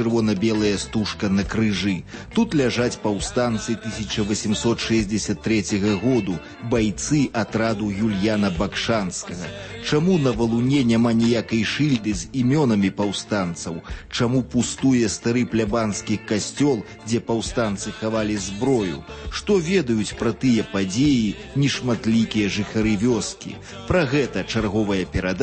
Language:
Belarusian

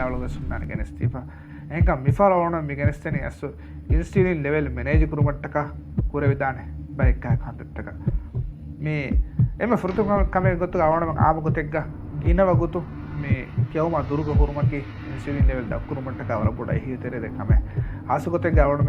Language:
Divehi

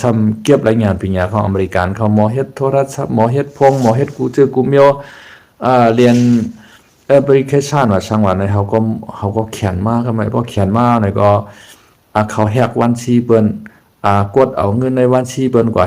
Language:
Shan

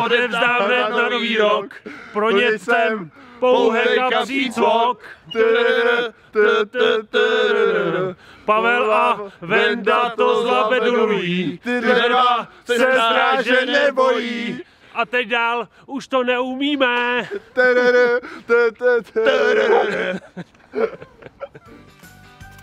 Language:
Czech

